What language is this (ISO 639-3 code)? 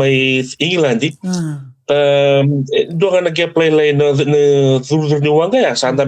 fij